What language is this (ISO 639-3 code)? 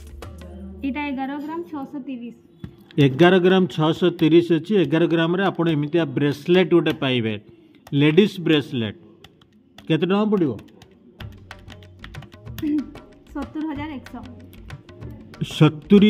ori